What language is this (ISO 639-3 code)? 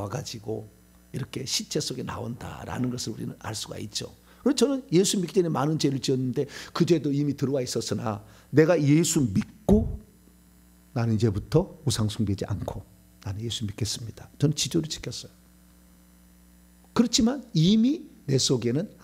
kor